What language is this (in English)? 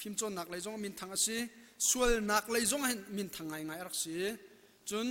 Hakha Chin